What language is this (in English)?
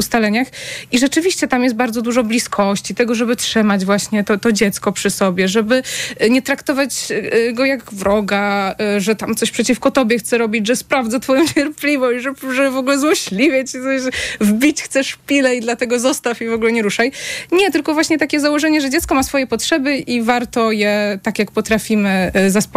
Polish